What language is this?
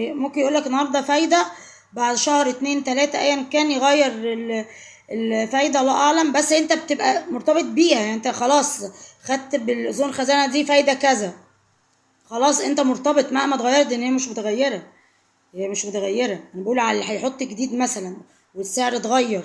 Egyptian Arabic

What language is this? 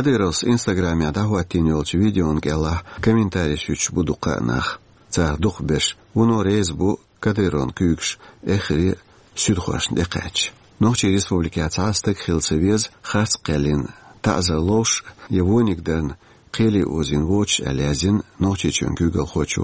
Chechen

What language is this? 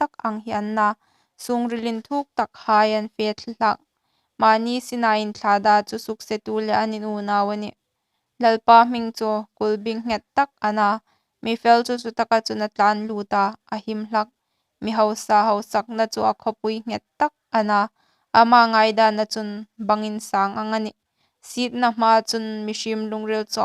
Hmar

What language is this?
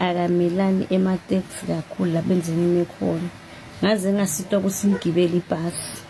Zulu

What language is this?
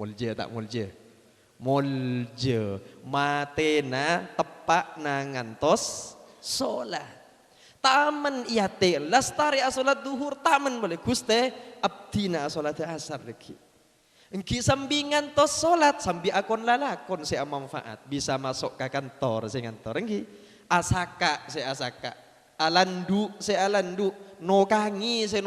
Madurese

